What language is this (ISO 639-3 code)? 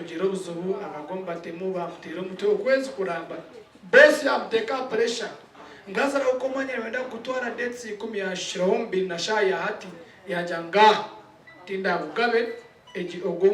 nyn